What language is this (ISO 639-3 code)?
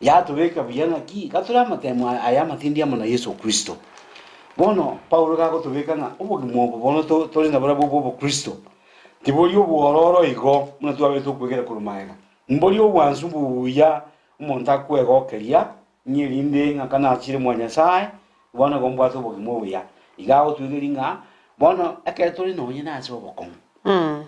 guz